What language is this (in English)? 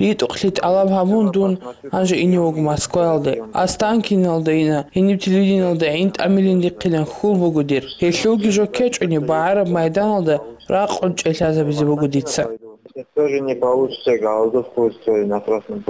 Avaric